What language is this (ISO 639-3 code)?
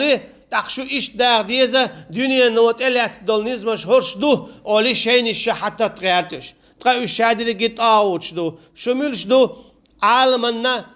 che